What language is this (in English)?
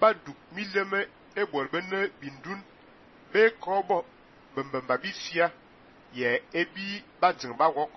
Fang